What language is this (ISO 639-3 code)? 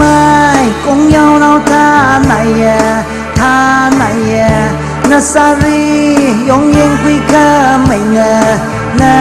nmf